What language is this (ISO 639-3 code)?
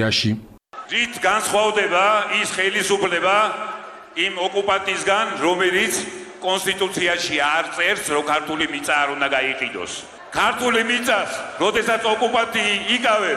kat